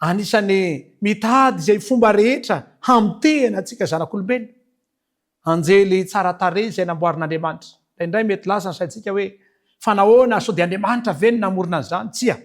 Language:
Malagasy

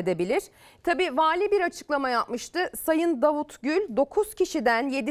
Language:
Turkish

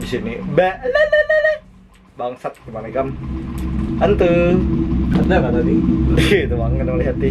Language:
Banjar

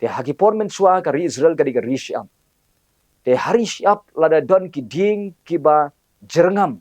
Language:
Khasi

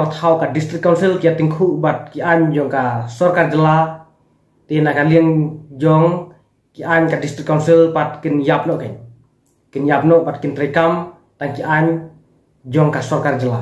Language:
Khasi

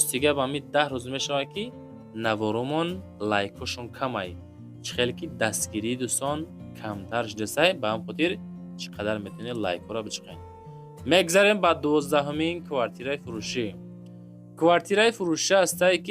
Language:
Tajik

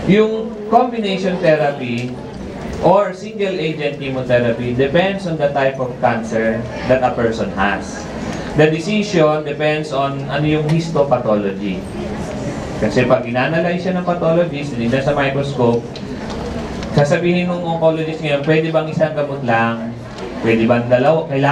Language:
Filipino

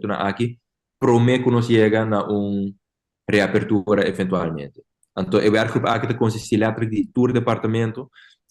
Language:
Papiamento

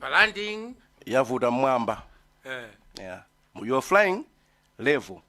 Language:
Nyanja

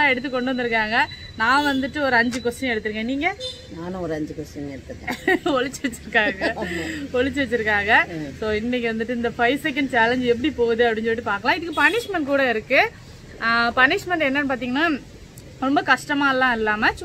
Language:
Tamil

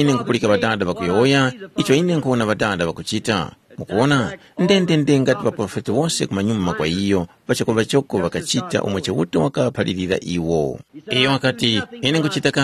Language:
Tumbuka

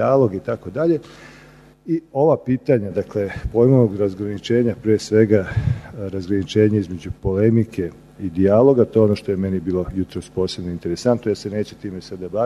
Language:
Serbian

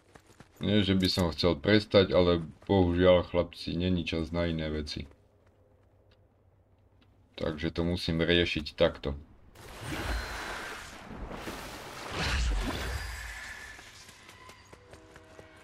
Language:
Slovak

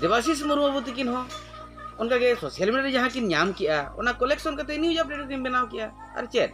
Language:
Santali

